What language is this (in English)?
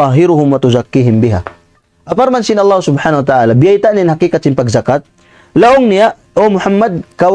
Tausug